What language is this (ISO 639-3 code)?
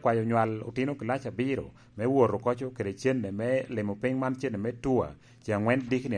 laj